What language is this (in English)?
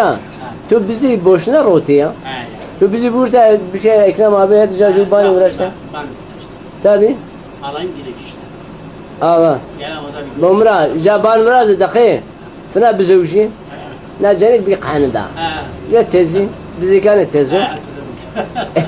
Zaza